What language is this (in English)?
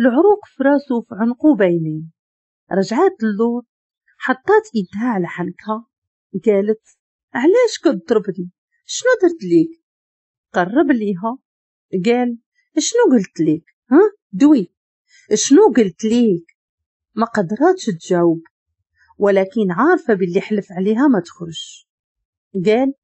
Moroccan Arabic